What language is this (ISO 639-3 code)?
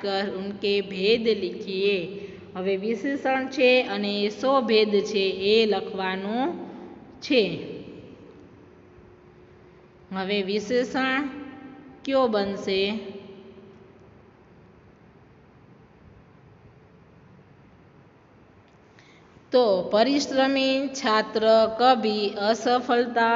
guj